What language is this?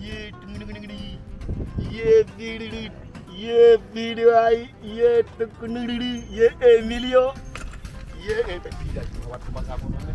Fula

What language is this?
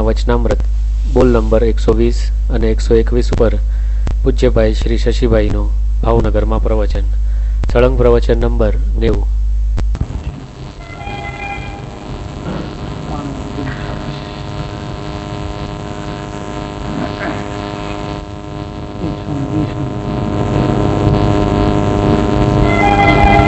Gujarati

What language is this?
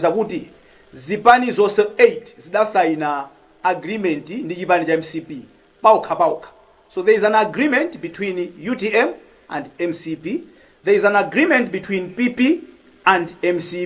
Nyanja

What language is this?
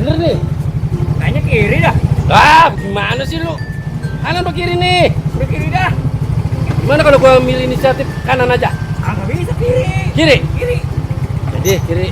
Betawi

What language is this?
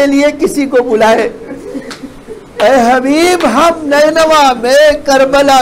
Urdu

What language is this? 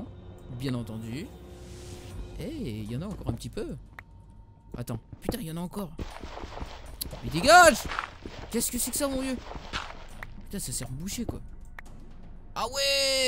French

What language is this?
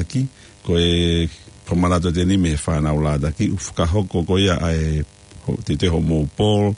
Tongan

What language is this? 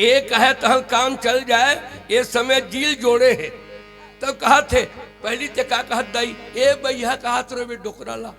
Chhattisgarhi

